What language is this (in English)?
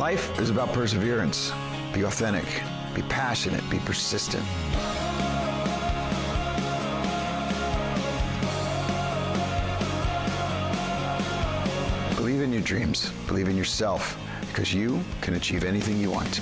English